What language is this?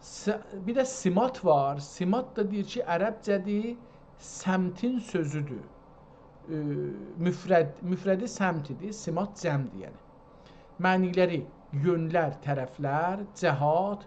South Azerbaijani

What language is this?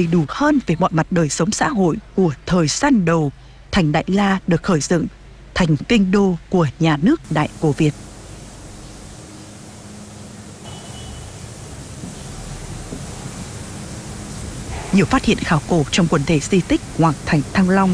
Vietnamese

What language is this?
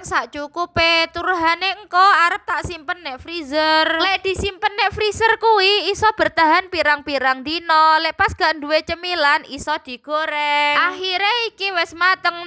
Javanese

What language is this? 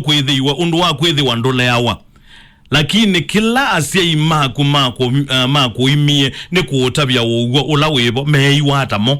Kamba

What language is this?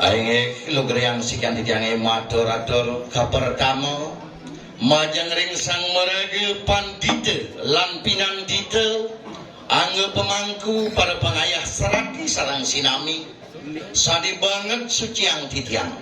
Balinese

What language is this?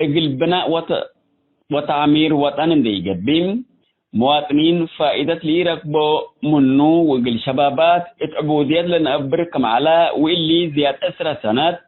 Tigre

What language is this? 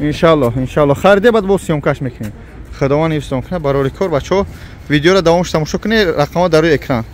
Tajik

